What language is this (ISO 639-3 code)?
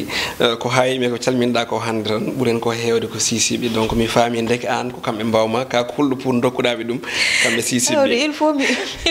ful